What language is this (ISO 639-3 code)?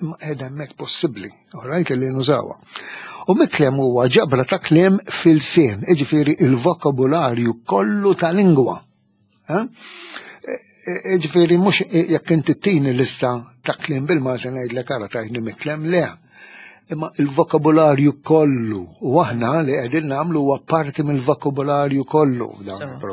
mlt